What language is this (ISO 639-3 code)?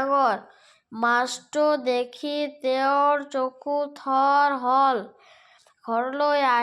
asm